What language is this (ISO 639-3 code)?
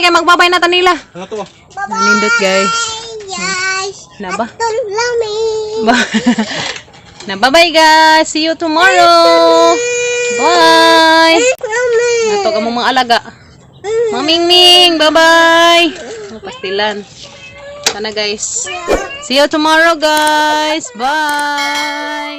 ceb